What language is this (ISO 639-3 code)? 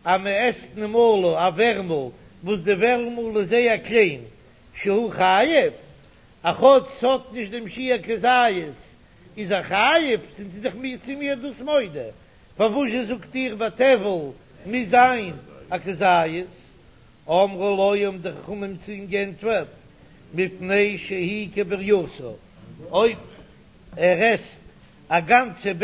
yid